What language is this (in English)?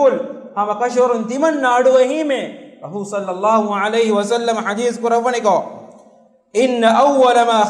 Divehi